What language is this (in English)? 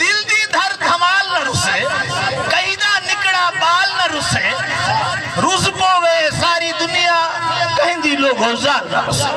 Saraiki